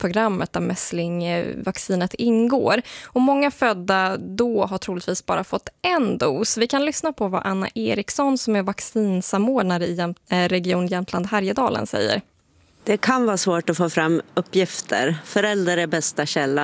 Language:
Swedish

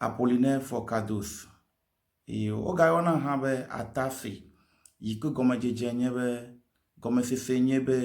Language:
Ewe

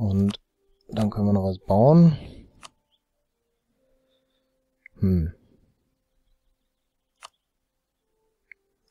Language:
German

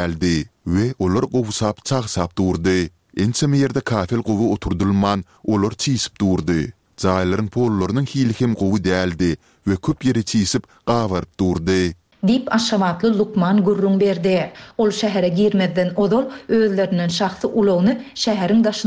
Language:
Turkmen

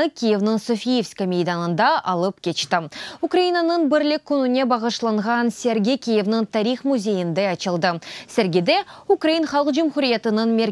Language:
Crimean Tatar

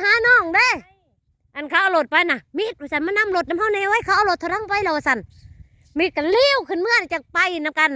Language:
Northeastern Thai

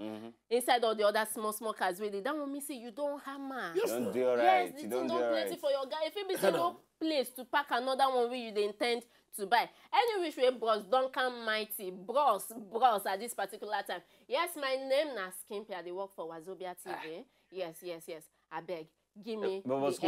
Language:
Nigerian Pidgin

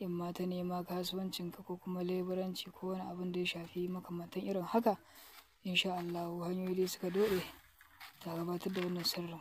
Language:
Hausa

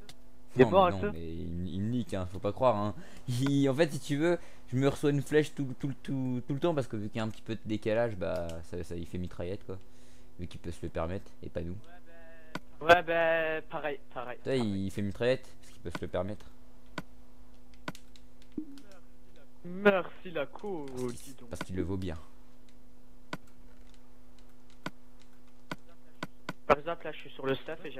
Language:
French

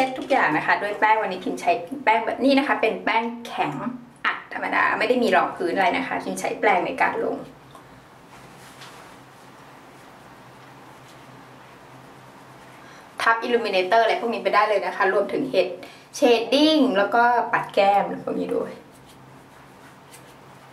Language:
Thai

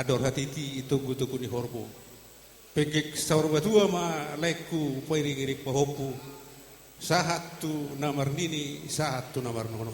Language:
Batak Toba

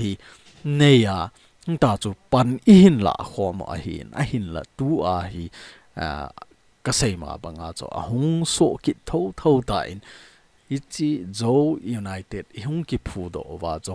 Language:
Thado Chin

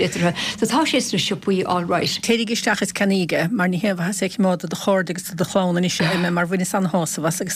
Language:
Irish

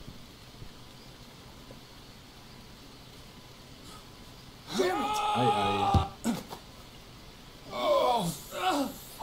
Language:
German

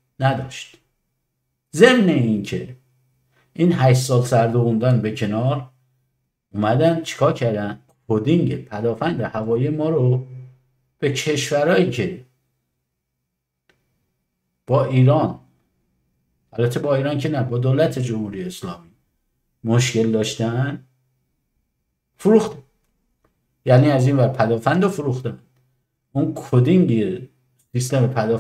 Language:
Persian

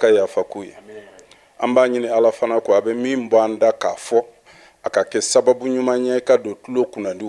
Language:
Bambara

